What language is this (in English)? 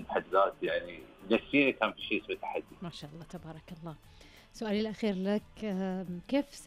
Najdi Arabic